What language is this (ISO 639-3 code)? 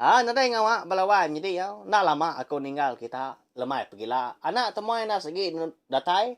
iba